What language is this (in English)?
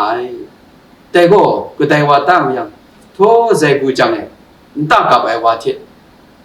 Kachin